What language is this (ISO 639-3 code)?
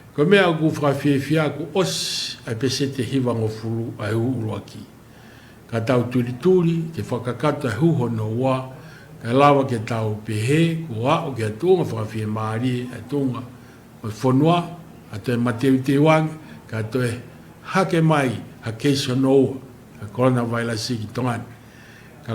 ton